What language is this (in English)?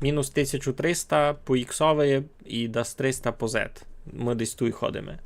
Rusyn